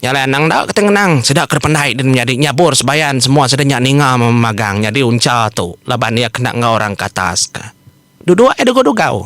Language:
Iban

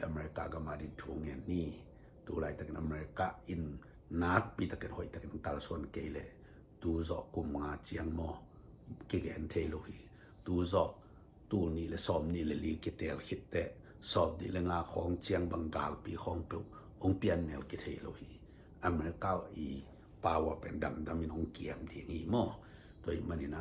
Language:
Tedim Chin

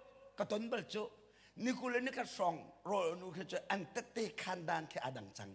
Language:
Hakha Chin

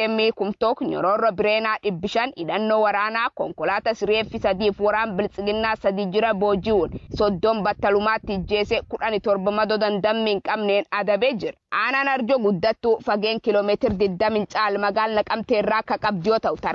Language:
Oromo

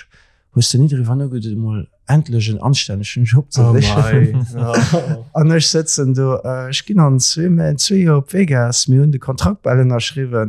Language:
Luxembourgish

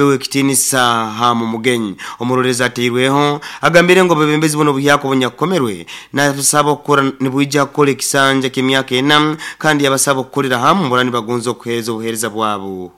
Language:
Nyoro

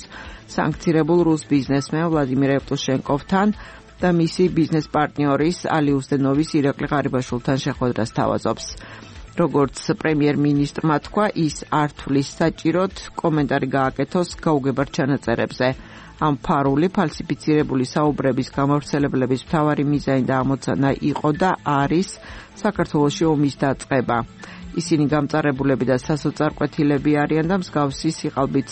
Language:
Georgian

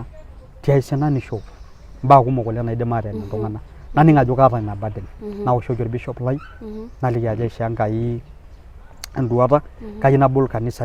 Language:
Masai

